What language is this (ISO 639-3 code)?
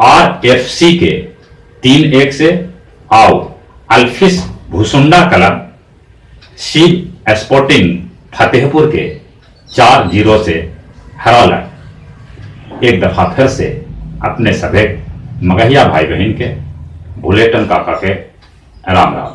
mag